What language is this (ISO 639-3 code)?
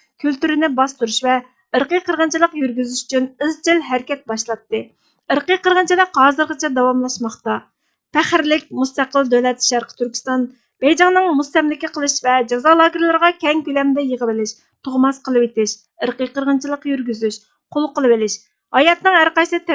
uig